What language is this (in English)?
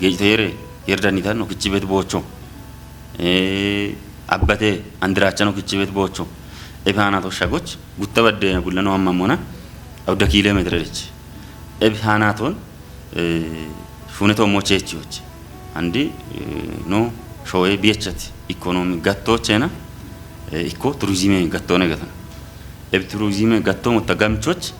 Kafa